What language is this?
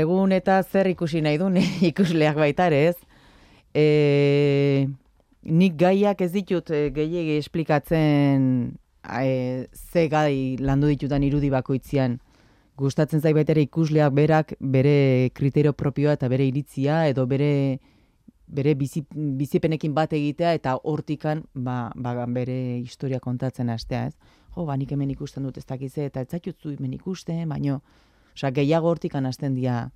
Basque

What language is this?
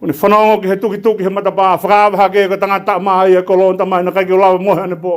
Tongan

